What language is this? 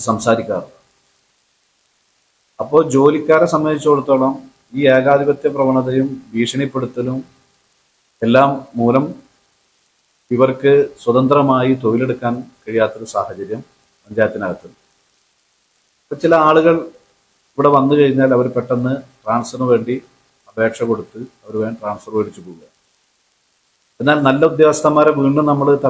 Malayalam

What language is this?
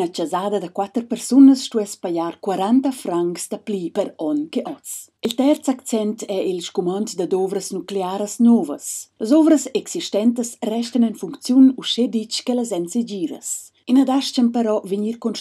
Romansh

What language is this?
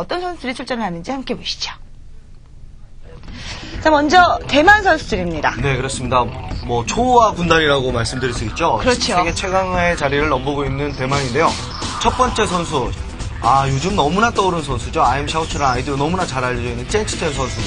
Korean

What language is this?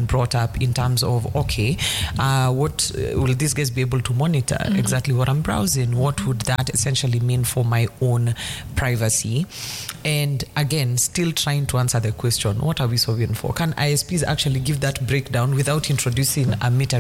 English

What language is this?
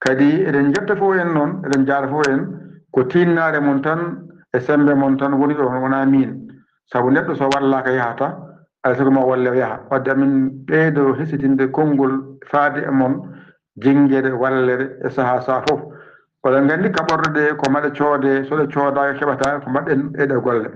Fula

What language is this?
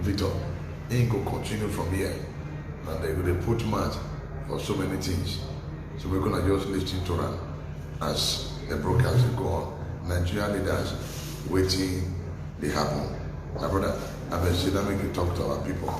Nigerian Pidgin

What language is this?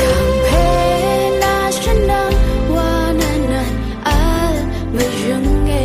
Rawang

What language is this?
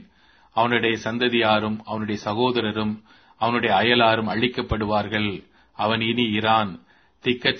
Tamil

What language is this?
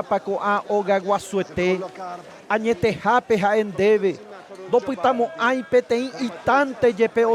Guarani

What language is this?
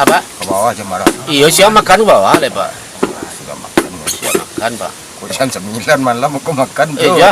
Minangkabau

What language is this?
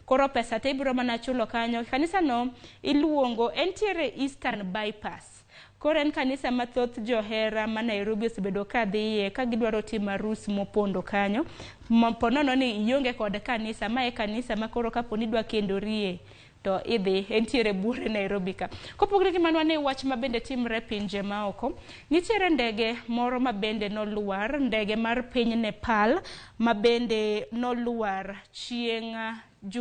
Luo (Kenya and Tanzania)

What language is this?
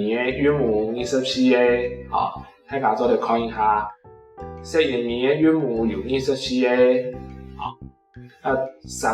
Hakka Chinese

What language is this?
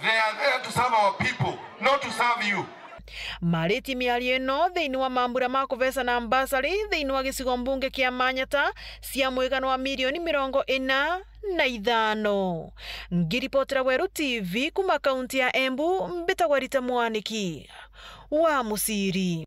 Meru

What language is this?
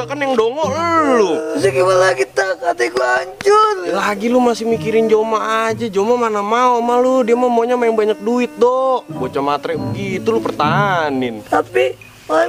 Betawi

